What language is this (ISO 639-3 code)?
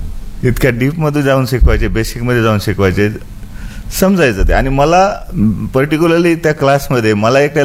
mar